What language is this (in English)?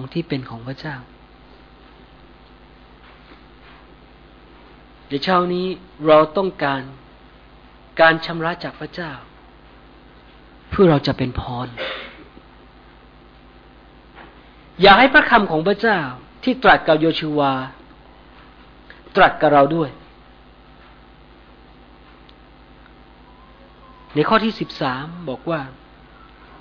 Thai